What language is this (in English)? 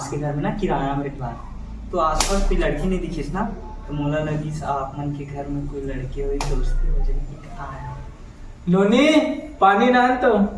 Chhattisgarhi